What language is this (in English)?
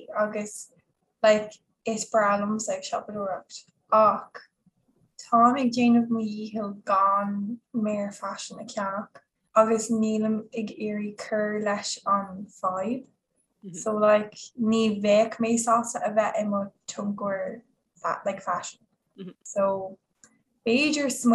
Irish